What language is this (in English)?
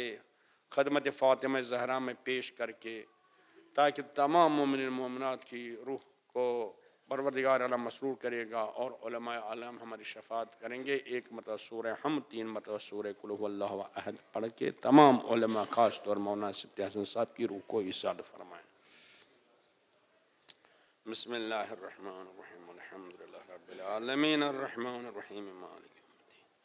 Urdu